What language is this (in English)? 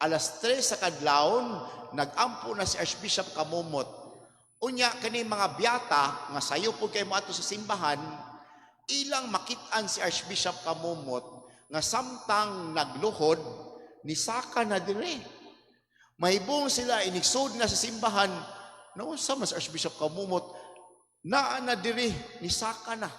Cebuano